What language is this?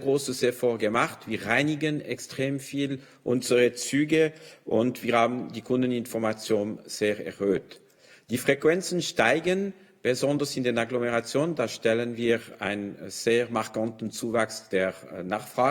Swiss German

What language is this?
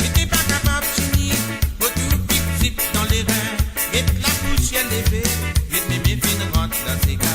Morisyen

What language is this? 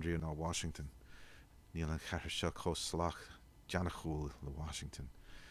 Irish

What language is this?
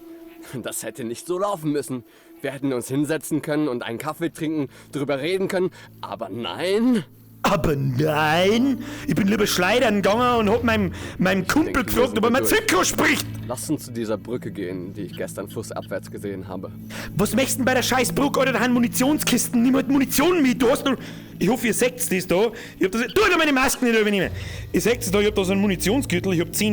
Bavarian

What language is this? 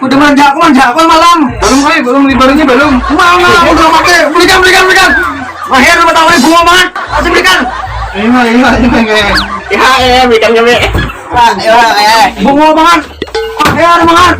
Banjar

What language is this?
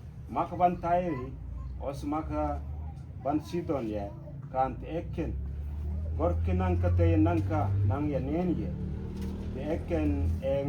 Mabaan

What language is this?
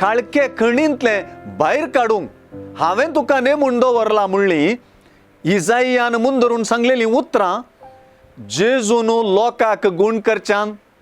Konkani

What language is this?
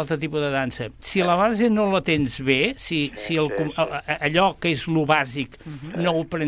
Catalan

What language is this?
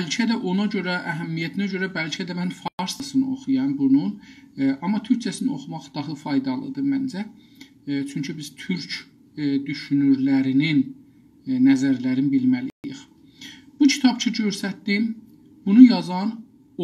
South Azerbaijani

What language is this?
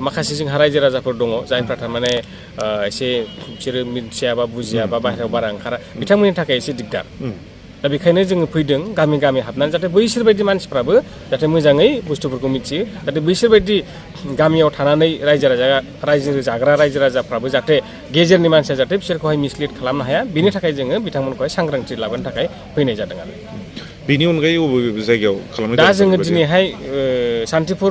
Bodo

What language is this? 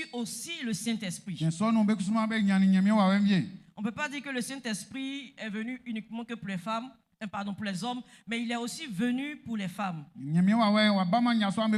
Baoulé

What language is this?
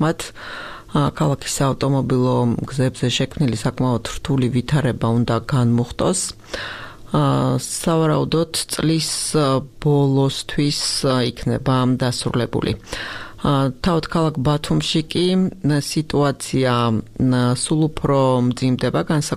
Georgian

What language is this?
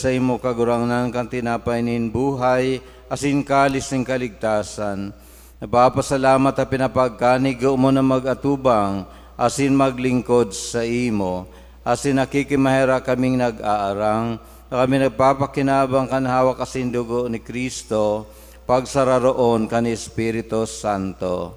Bikol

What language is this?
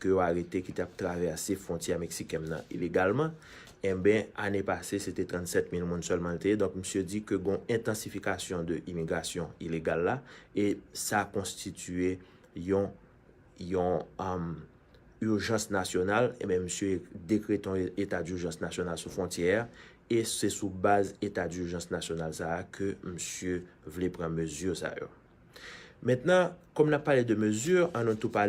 Haitian Creole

